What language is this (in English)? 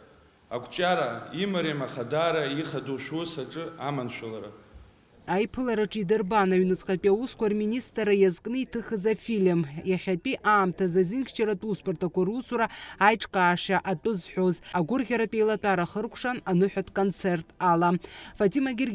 Abkhazian